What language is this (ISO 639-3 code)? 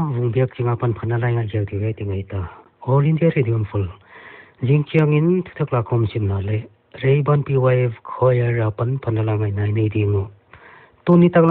pck